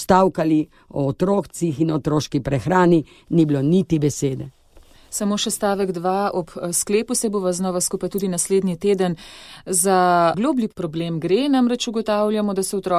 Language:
Slovenian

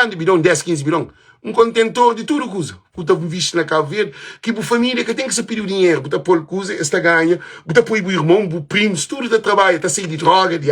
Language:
Kabuverdianu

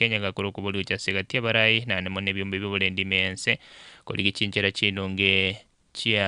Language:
Gusii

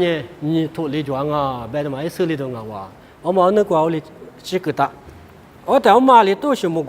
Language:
Lisu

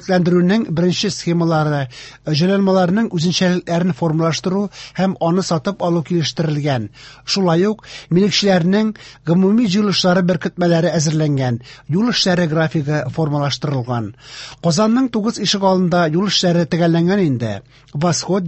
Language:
Tatar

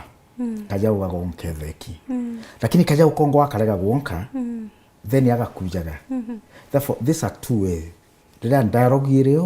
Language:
Meru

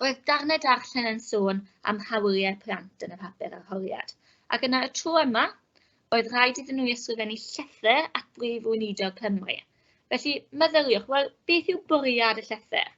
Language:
Welsh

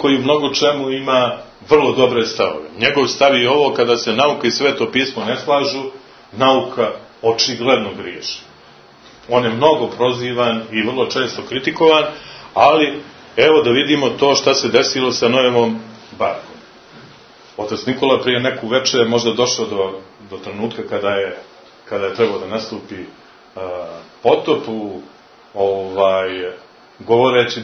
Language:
Serbian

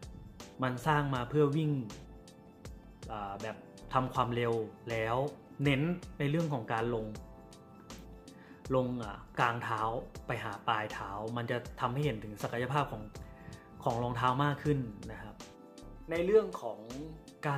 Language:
Thai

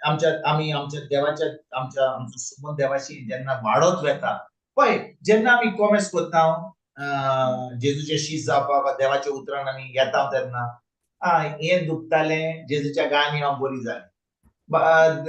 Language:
Konkani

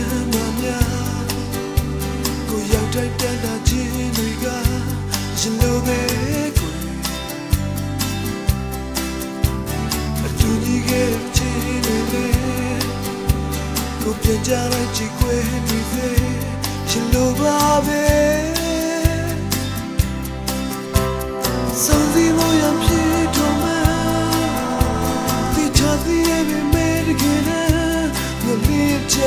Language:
Burmese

